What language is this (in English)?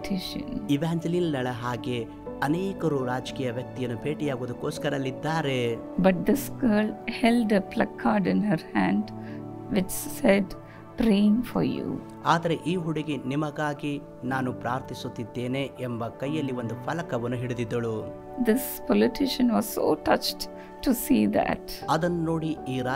Kannada